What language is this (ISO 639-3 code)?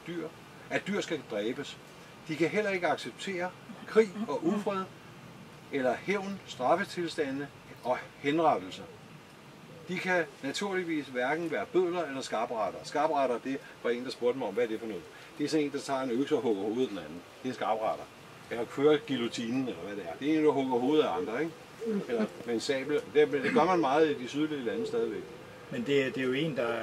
dan